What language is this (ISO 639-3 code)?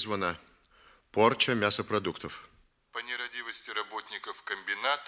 rus